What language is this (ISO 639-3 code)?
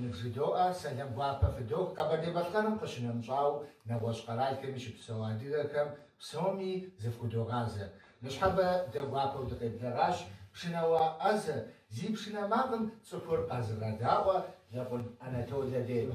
kbd